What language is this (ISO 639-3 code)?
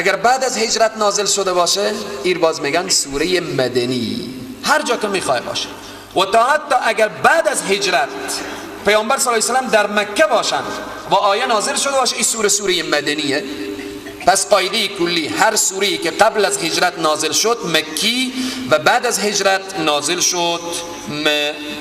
fas